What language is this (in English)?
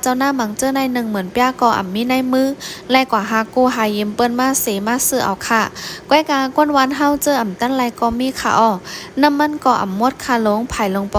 Shan